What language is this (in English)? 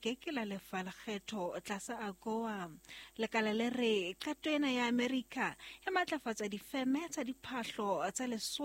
Southern Sotho